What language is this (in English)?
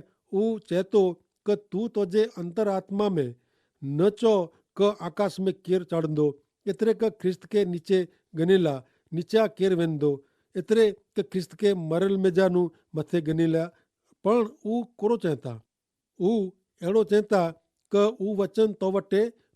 Kachhi